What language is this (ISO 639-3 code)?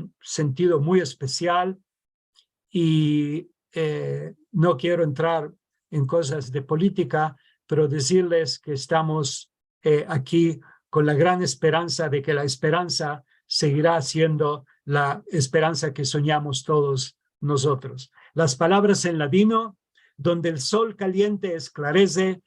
lad